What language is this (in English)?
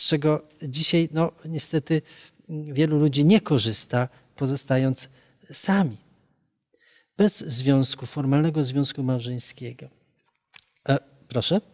Polish